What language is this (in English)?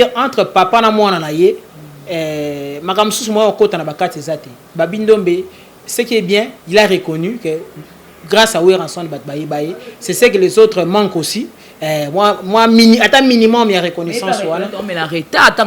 Lingala